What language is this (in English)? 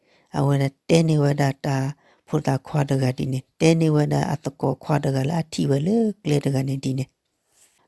S'gaw Karen